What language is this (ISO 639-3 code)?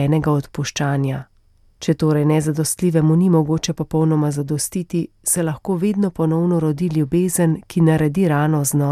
slv